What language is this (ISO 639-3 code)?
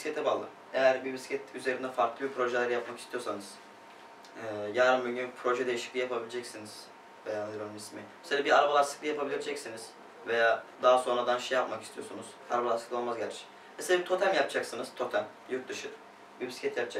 tur